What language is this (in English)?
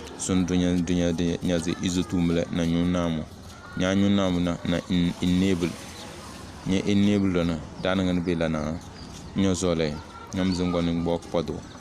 Tem